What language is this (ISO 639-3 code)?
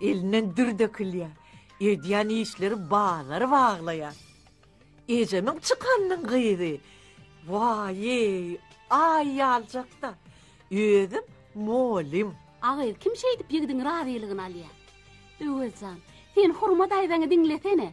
tuk